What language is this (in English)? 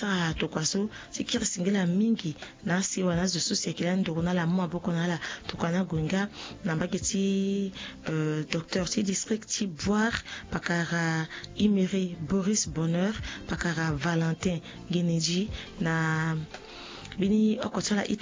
Sango